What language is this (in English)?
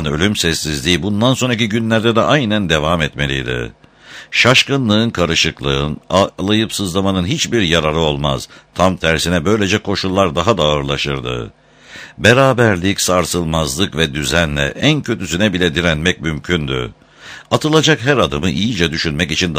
Turkish